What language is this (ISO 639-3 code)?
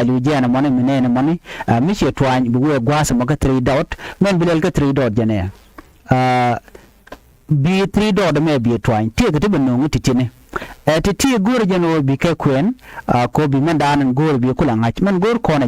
nus